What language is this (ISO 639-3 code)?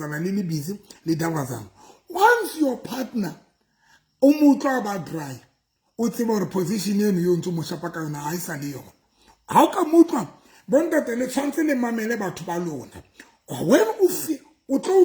sot